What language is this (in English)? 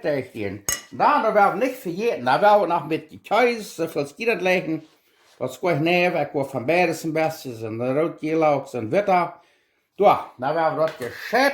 Plautdietsch